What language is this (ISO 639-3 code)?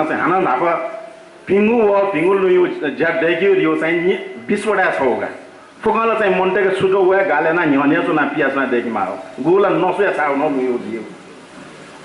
new